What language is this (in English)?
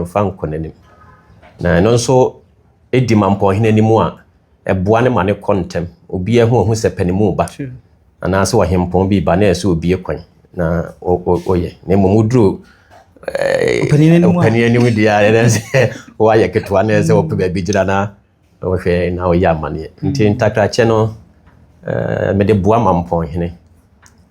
Akan